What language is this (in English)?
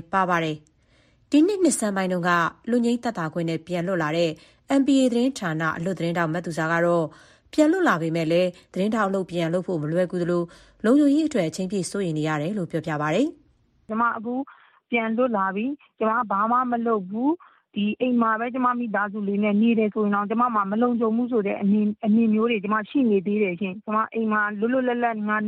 Burmese